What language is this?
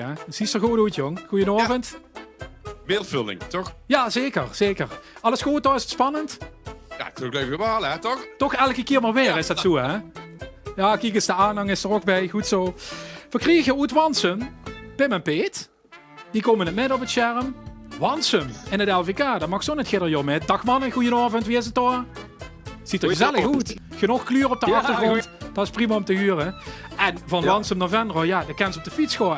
Limburgish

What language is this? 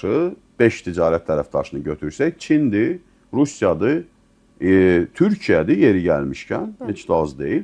Azerbaijani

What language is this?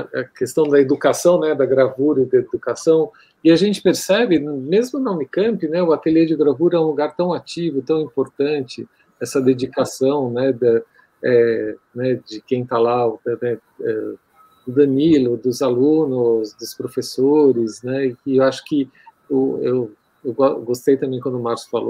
Portuguese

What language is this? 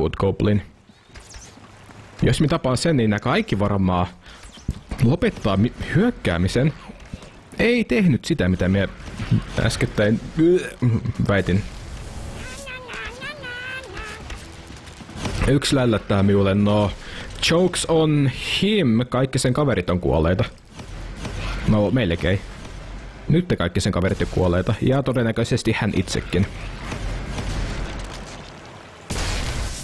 Finnish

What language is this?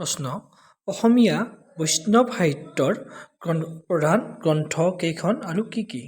Assamese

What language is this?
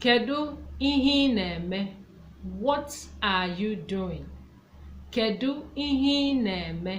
Igbo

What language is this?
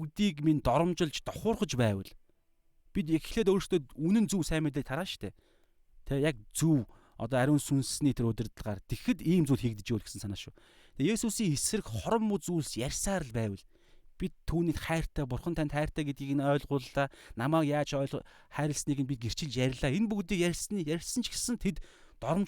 Mongolian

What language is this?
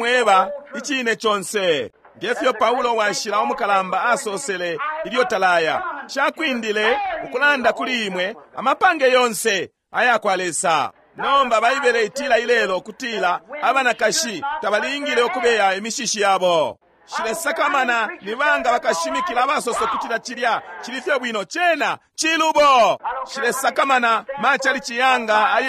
Bemba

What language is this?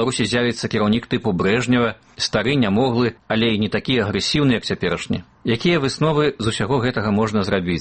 Belarusian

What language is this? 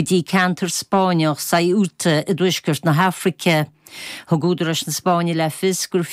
Irish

